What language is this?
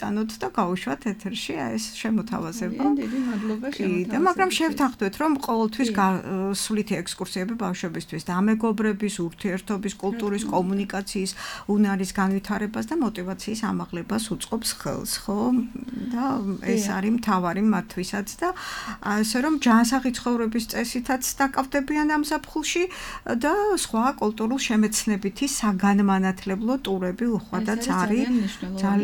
Georgian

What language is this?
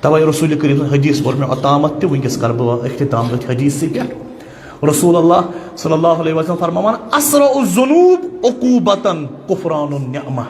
Kashmiri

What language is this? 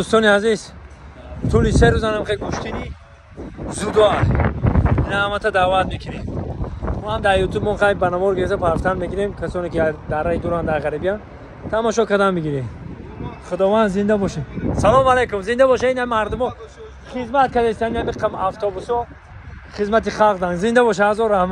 Tajik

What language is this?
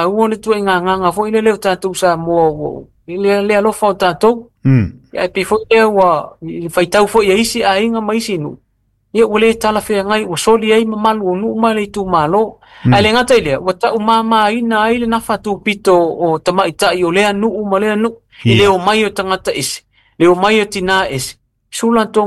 Samoan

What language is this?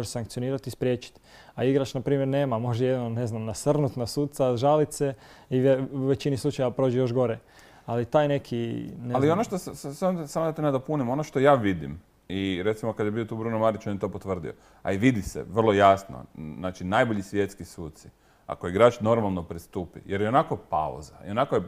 Croatian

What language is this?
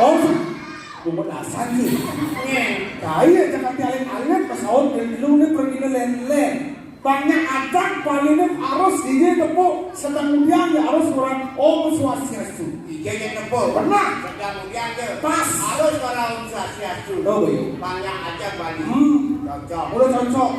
Balinese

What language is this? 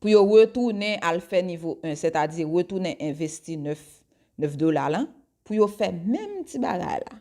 Haitian Creole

